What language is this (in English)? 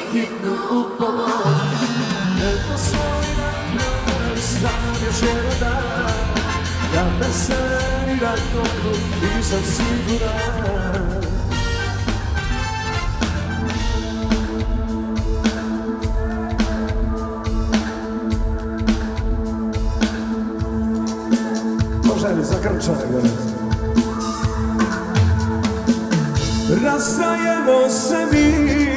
Croatian